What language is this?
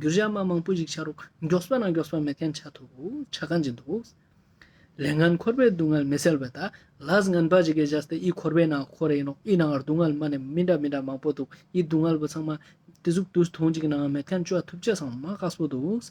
Ladakhi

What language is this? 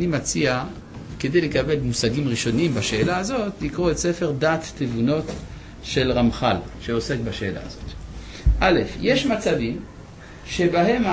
Hebrew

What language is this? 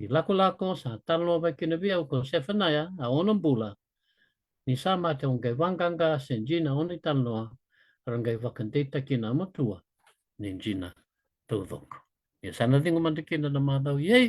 Fijian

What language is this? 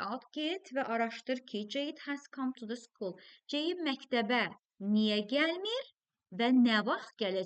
Azerbaijani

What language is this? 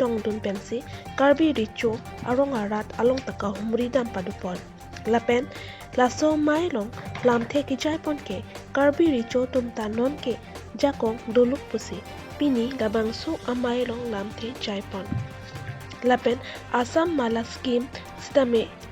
Karbi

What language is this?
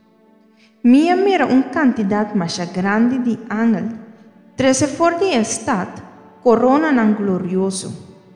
Papiamento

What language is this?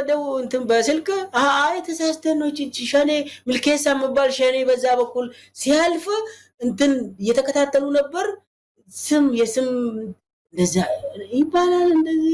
Amharic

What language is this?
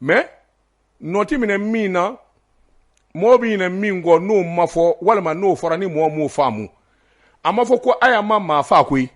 Bambara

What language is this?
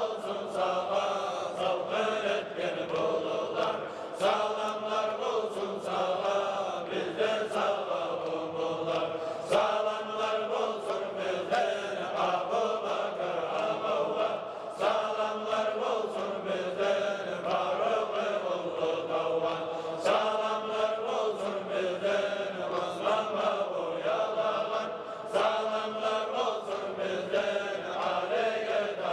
Kumyk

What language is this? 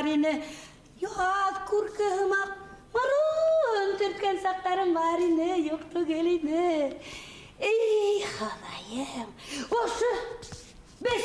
Bashkir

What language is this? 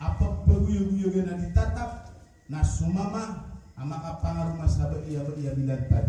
Maranao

